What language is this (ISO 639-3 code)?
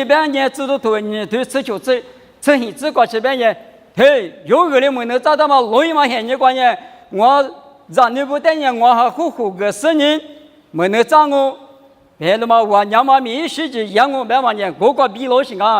lis